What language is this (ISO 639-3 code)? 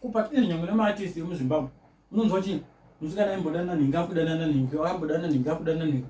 sna